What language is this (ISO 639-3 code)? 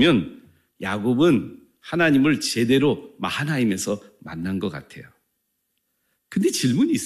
kor